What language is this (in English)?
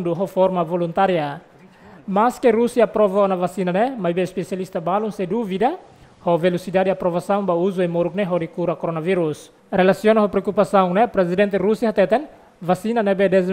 Tetum